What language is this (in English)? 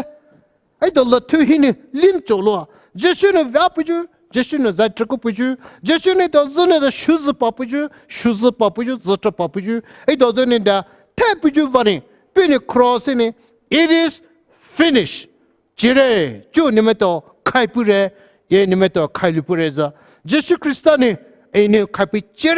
Poumei Naga